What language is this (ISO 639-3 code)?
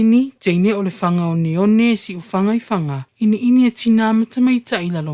smo